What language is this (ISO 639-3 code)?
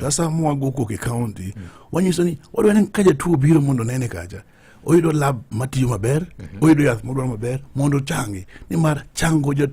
luo